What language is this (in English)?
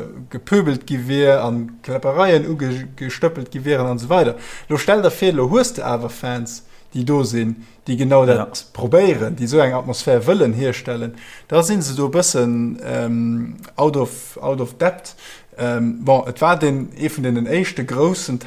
Luxembourgish